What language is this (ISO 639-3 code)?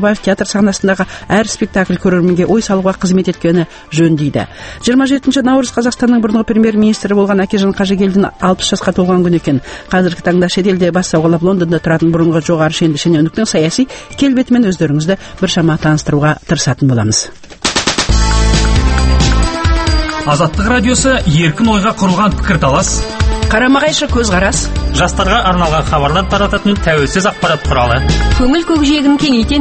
kaz